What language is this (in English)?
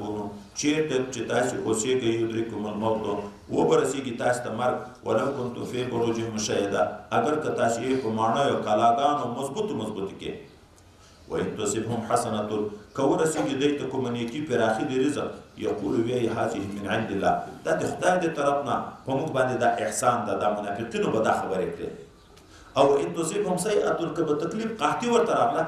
Pashto